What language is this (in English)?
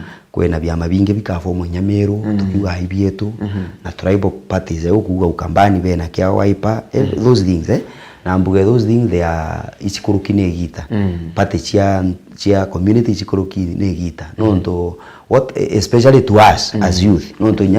Meru